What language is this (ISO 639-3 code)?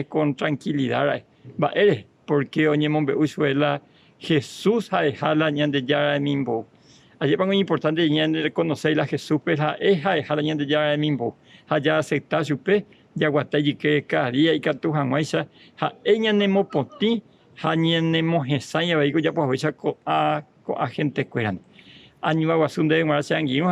grn